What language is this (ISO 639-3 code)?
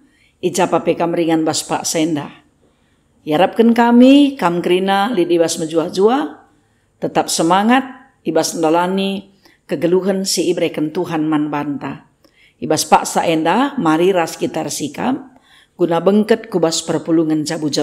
btx